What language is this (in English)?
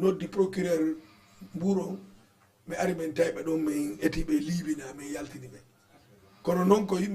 Fula